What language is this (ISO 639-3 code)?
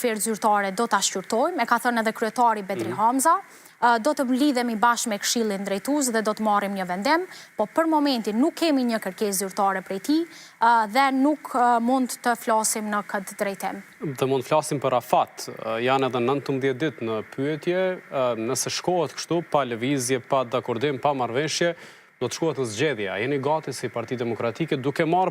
sqi